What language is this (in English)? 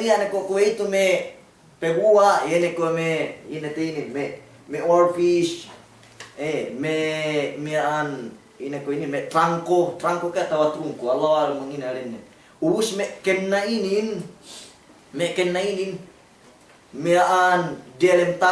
Yakan